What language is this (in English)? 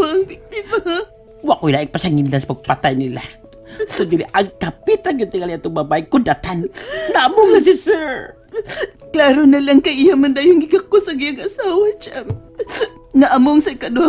Cebuano